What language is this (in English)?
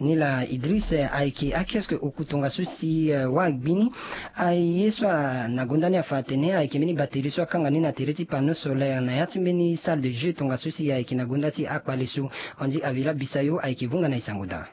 Sango